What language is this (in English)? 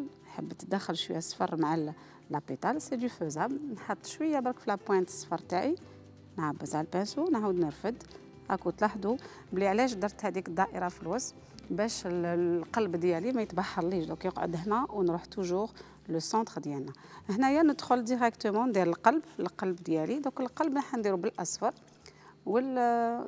Algerian Arabic